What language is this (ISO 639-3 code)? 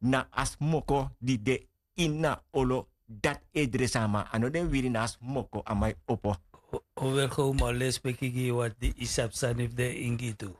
srn